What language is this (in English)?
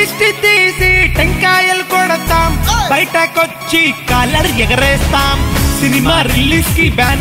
Telugu